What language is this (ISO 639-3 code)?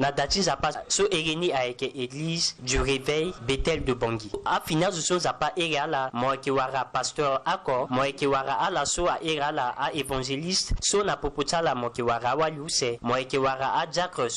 sag